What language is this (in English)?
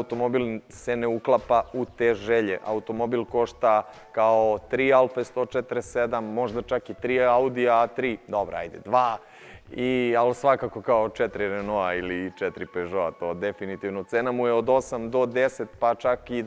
Serbian